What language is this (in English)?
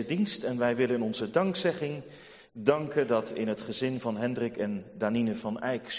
Dutch